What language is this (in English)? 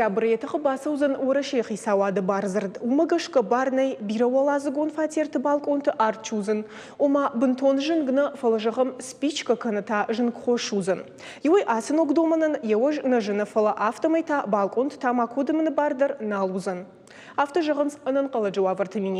Ossetic